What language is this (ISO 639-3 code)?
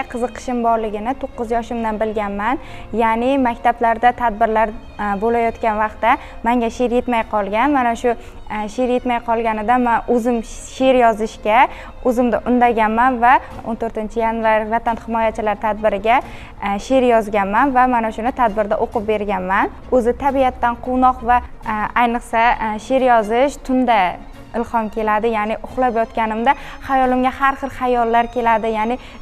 uzb